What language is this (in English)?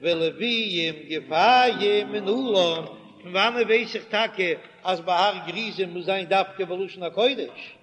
Yiddish